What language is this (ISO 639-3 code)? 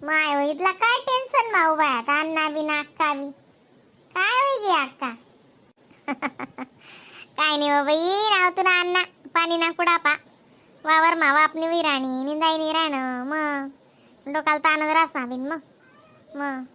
khn